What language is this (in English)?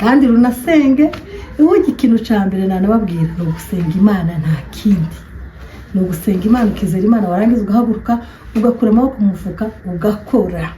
Kinyarwanda